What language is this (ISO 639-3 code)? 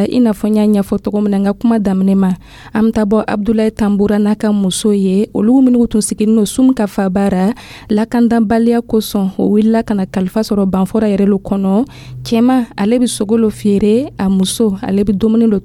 dyu